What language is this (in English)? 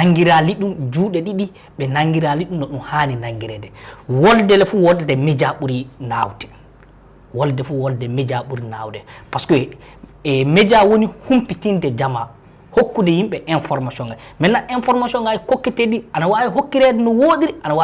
Fula